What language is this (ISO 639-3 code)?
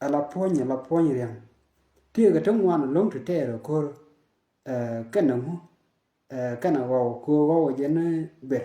nus